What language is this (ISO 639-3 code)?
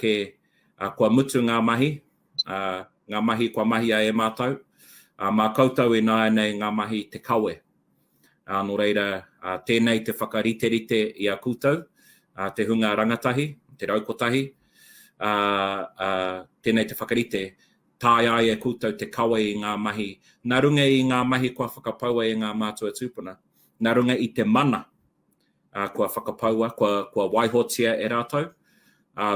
mri